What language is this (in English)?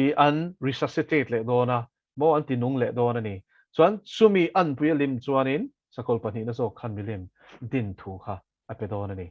Mizo